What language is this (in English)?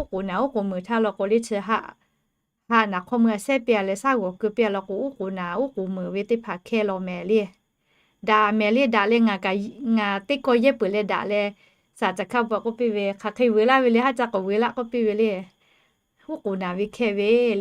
Lahu